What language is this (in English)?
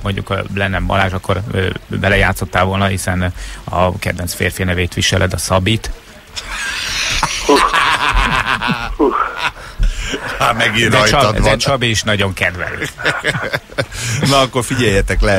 Hungarian